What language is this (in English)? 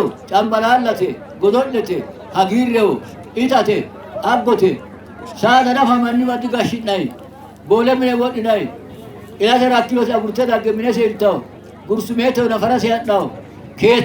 Sidamo